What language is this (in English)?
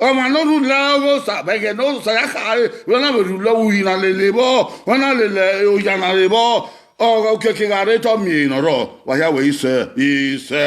Bini